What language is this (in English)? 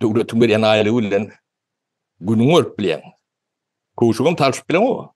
Turkmen